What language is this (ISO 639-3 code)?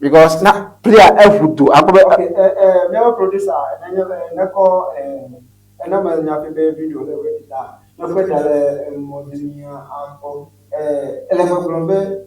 ewe